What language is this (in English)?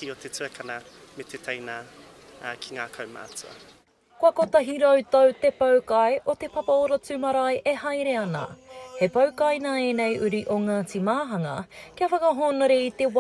Māori